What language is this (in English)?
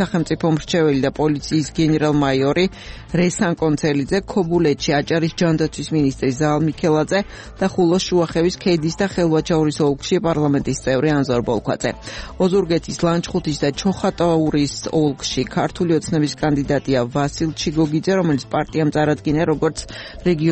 Georgian